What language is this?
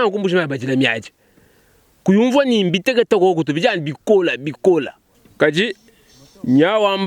Luba-Lulua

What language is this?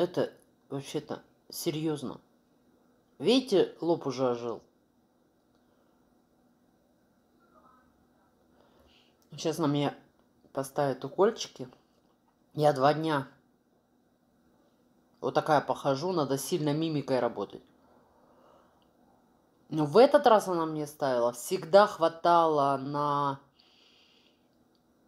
Russian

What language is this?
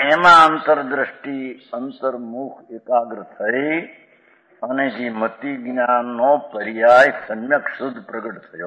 Gujarati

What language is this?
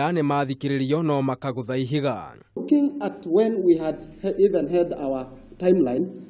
Kikuyu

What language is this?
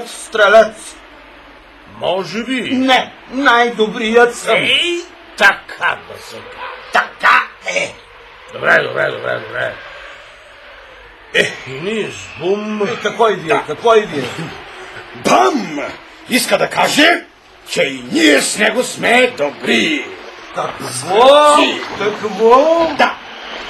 Bulgarian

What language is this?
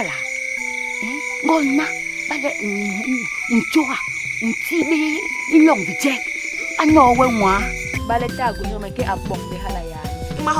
Basaa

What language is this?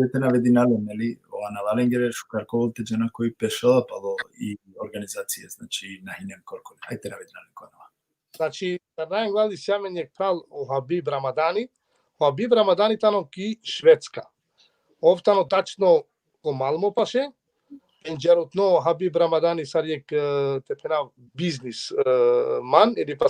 Balkan Romani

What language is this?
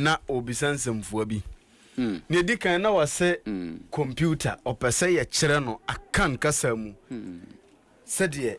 Akan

